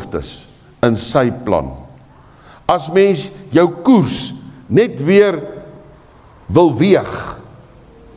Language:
Afrikaans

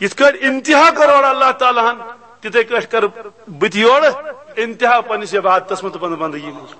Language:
Kashmiri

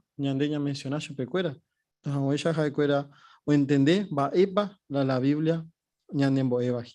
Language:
Guarani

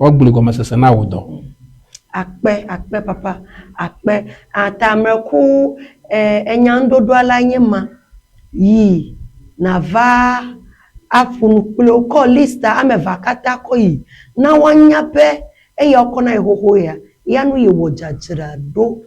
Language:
Ewe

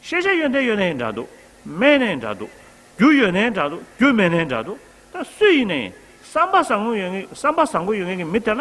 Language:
Tibetan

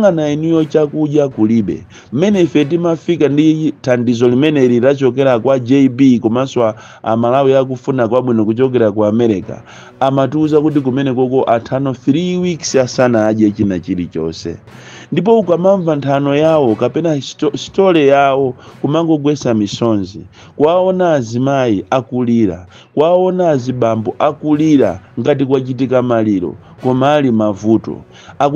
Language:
Nyanja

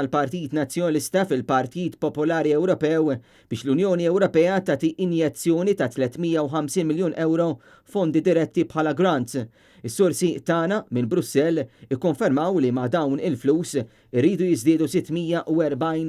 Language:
Maltese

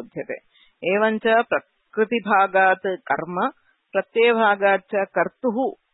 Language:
Sanskrit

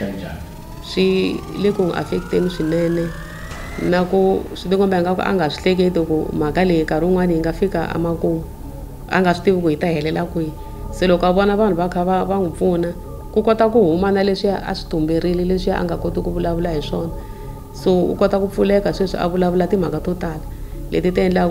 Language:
Tsonga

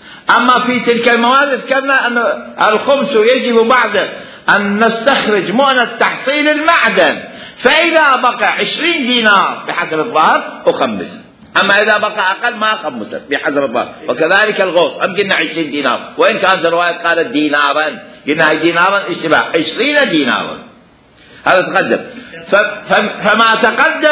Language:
Mesopotamian Arabic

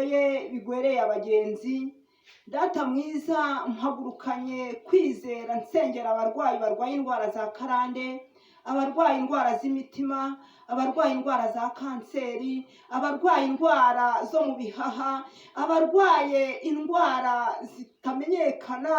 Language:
Kinyarwanda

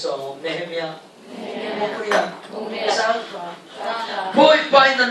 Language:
Falam Chin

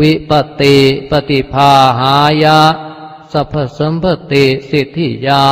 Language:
Pali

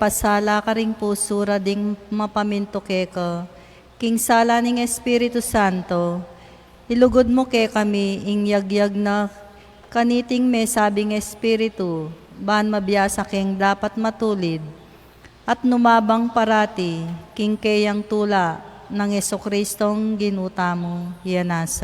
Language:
Pampanga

